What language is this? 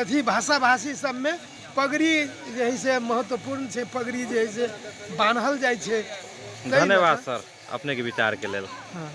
Magahi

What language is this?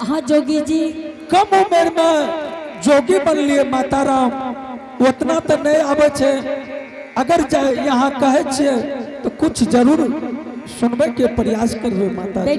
Angika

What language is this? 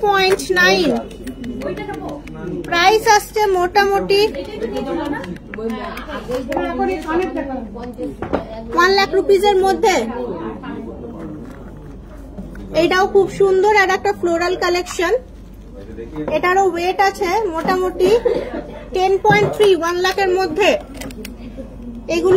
Bangla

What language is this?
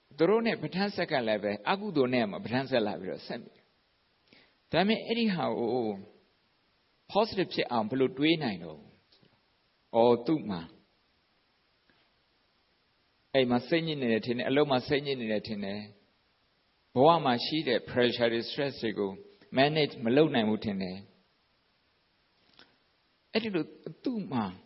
Burmese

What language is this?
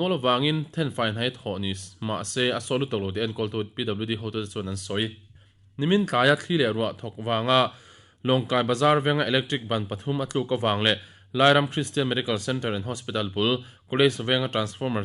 Mizo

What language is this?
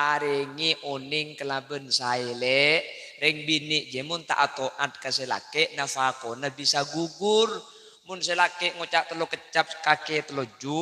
Madurese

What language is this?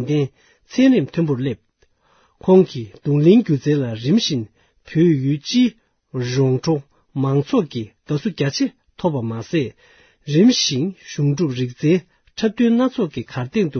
Tibetan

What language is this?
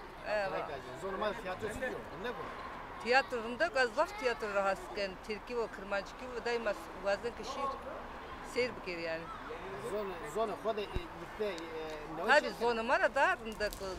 Zaza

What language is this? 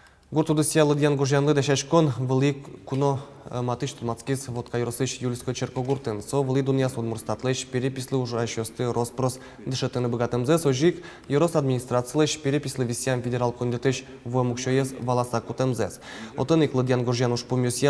Udmurt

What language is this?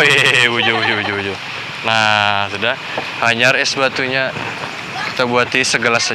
Banjar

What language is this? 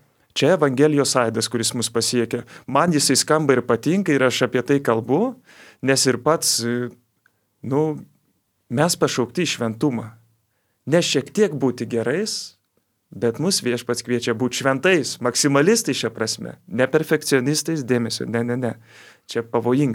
Lithuanian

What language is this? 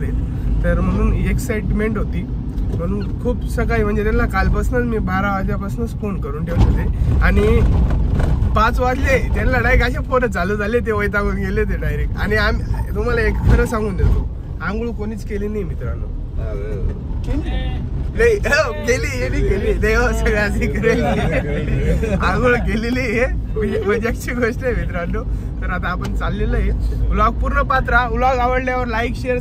Marathi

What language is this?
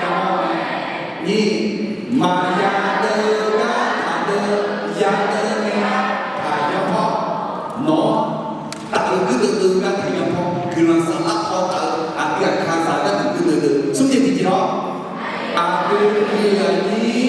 Akha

